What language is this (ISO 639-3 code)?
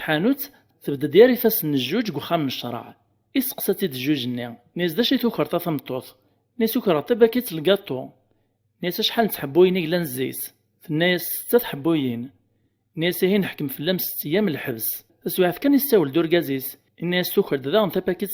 kab